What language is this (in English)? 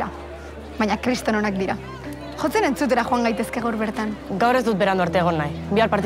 Basque